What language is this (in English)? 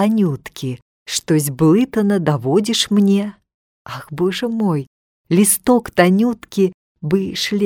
Belarusian